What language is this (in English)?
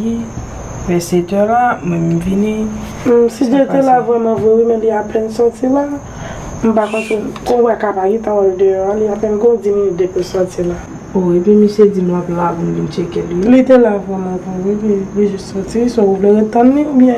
Haitian Creole